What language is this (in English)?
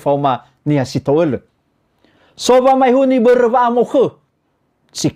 Nias